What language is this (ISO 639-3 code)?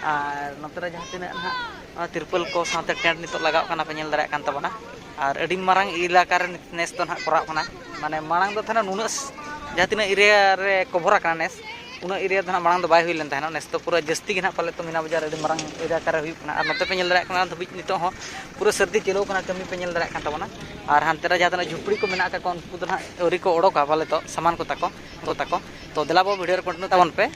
sat